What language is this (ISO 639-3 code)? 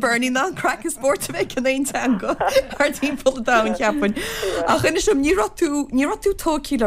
gle